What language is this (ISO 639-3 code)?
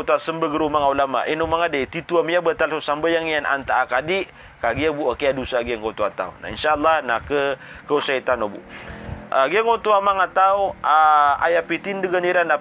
mrw